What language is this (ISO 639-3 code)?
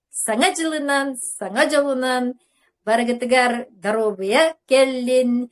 sah